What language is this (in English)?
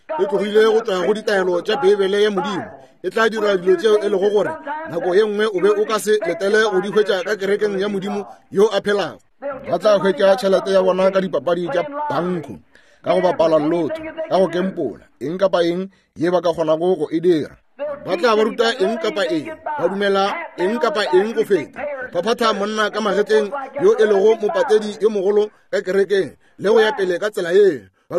Northern Sotho